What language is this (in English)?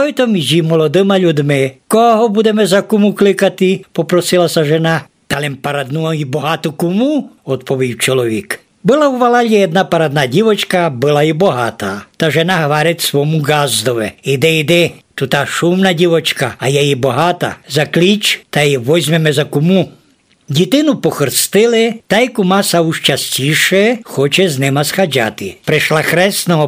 Rusyn